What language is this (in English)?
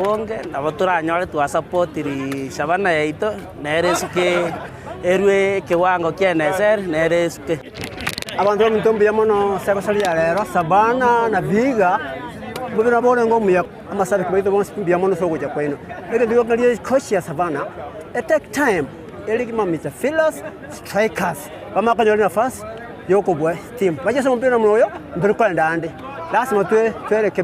Gusii